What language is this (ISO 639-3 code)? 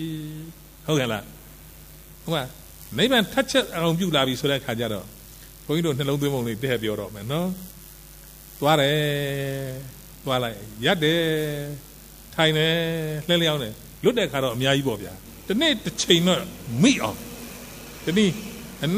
mya